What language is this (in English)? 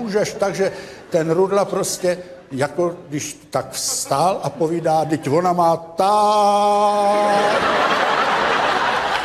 Czech